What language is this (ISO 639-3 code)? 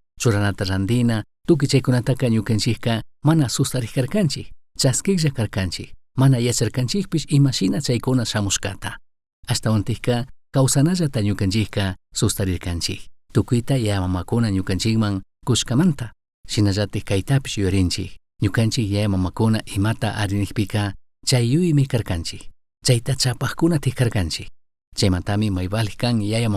qug